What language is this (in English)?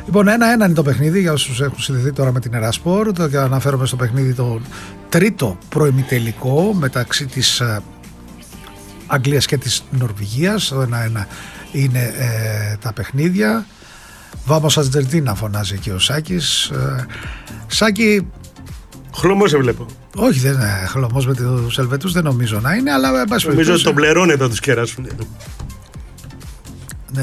Greek